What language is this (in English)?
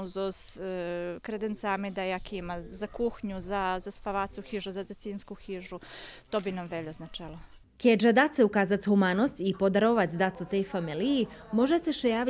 Rusyn